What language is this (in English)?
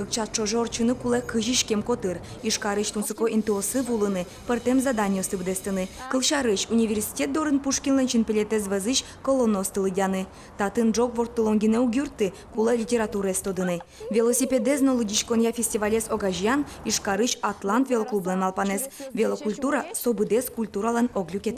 Udmurt